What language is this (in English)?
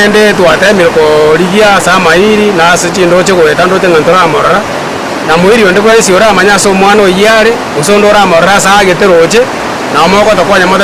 Gusii